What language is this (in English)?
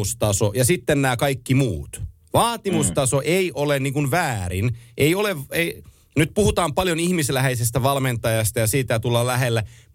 Finnish